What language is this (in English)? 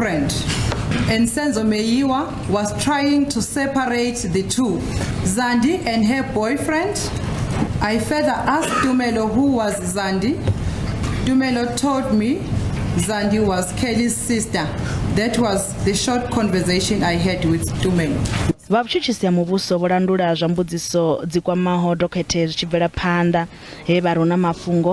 Venda